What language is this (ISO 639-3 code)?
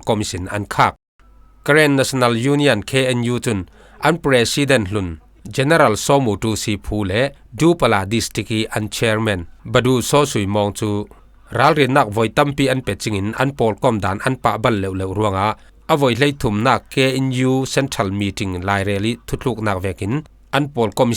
cfm